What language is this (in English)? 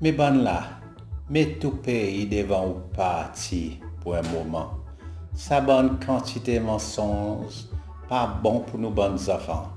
Seselwa Creole French